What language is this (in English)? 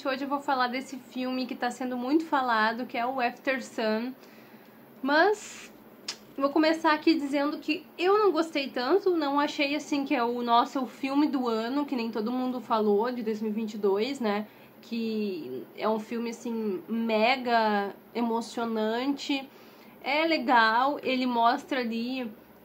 Portuguese